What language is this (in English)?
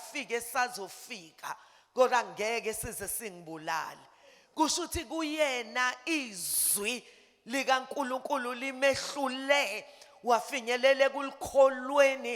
Zulu